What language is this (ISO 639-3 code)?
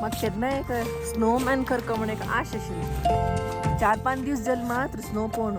kok